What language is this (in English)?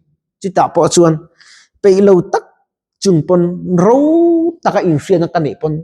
Mizo